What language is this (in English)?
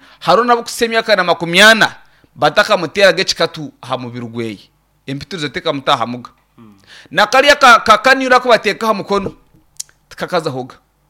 Nyankole